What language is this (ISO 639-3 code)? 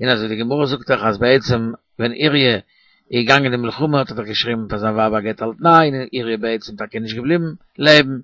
yid